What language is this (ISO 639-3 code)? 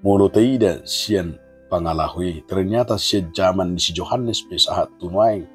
bbc